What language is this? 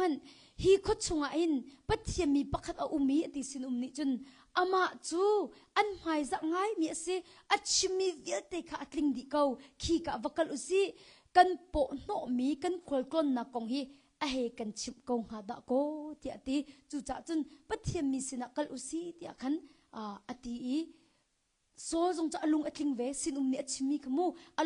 Hakha Chin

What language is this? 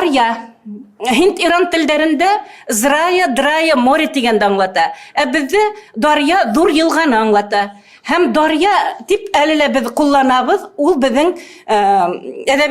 Bashkir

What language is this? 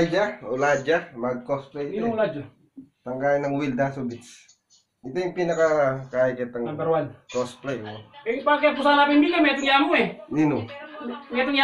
Pampanga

